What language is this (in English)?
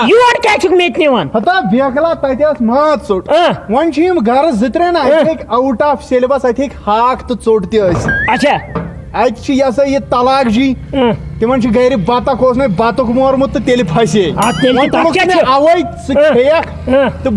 Kashmiri